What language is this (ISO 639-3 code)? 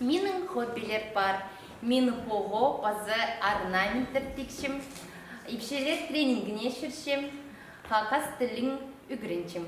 kjh